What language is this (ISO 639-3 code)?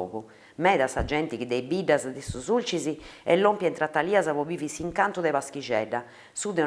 srd